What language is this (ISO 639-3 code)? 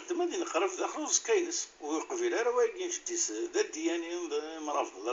kab